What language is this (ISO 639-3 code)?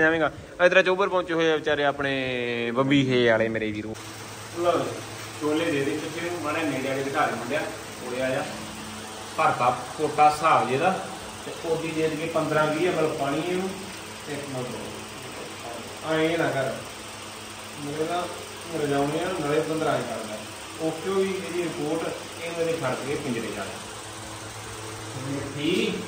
pan